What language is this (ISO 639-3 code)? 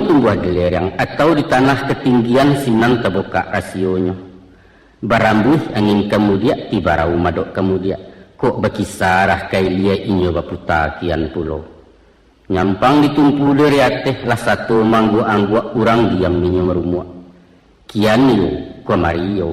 min